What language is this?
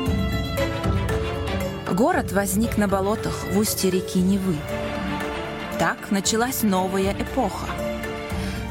Russian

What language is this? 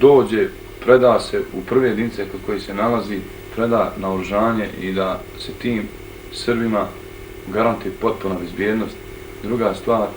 Bosnian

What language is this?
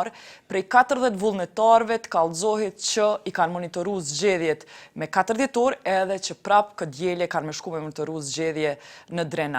Albanian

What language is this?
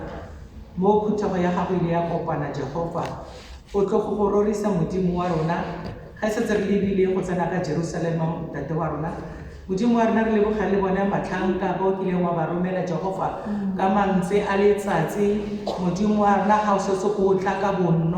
Tswana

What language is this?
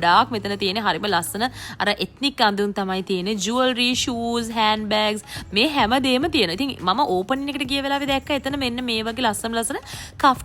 Sinhala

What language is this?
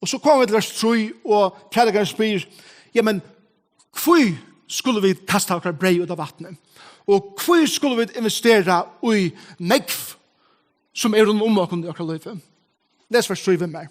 Faroese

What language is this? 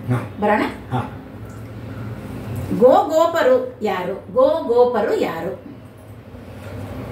Kannada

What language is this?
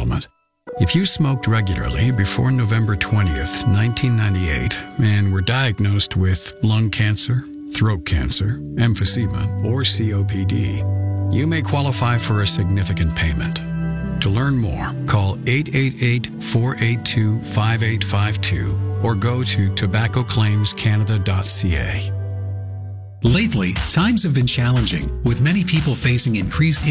English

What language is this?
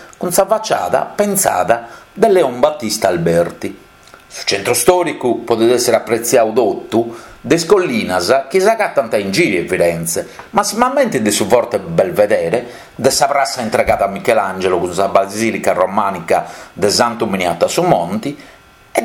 Sardinian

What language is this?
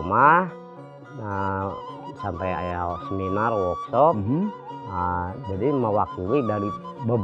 Sundanese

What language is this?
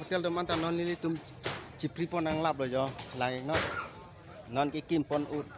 Karbi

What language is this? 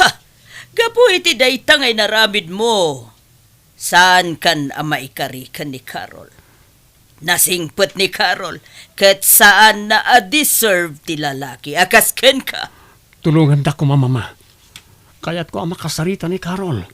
Iloko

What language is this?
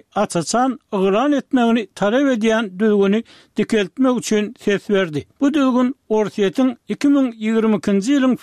Turkmen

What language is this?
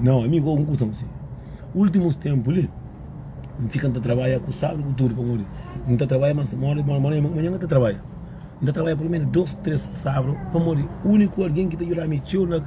Kabuverdianu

